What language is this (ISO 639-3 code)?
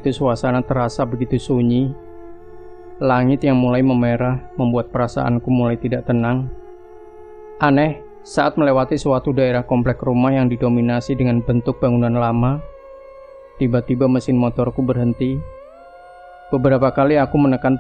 ind